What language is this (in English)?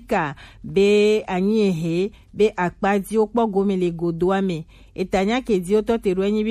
Gen